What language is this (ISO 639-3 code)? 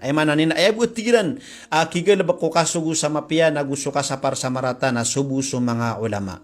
mrw